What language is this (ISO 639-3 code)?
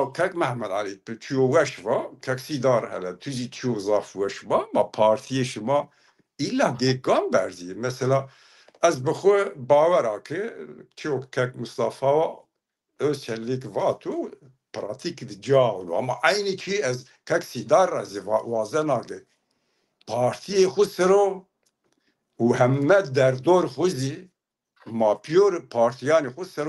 zza